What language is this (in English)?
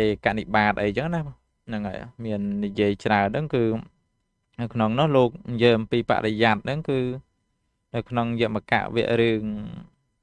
Khmer